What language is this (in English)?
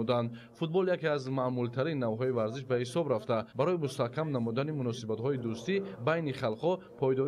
Tajik